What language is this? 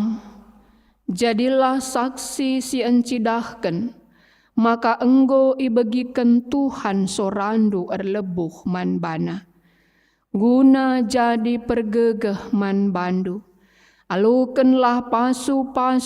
Batak Karo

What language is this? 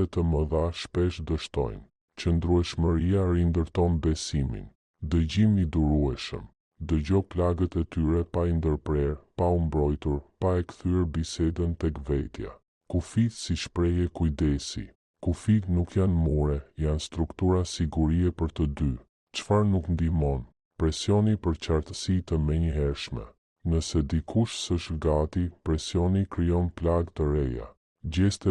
Albanian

